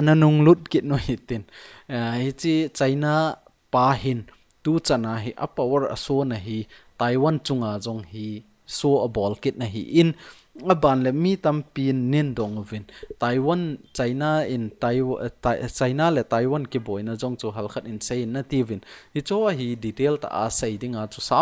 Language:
Thado Chin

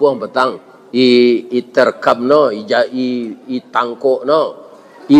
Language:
Minangkabau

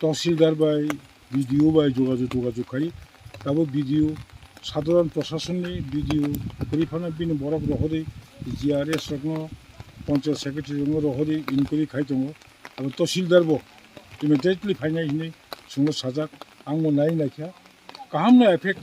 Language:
Kok Borok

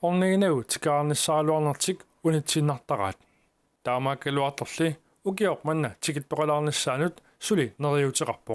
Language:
Kalaallisut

